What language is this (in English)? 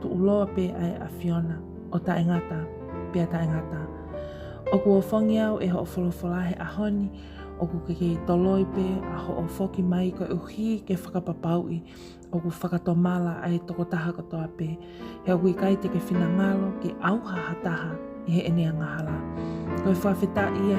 Tongan